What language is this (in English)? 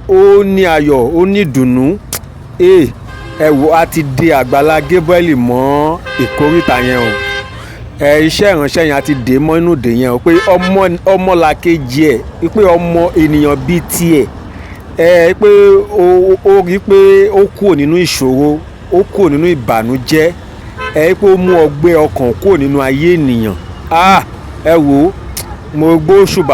Yoruba